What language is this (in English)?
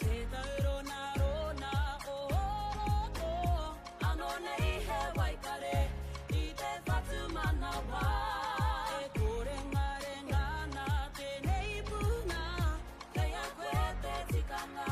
Māori